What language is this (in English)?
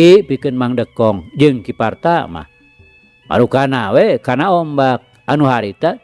Sundanese